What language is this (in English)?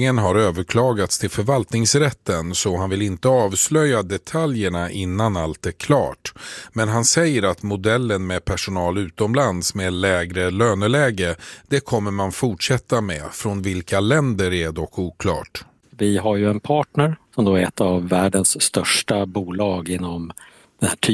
Swedish